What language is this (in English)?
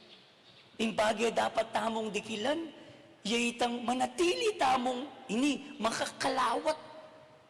Pampanga